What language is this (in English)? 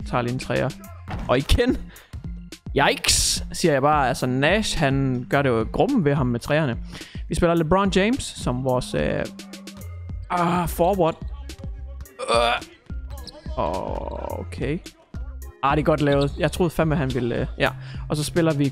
Danish